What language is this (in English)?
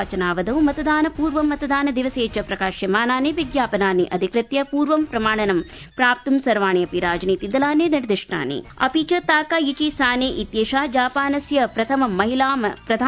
Sanskrit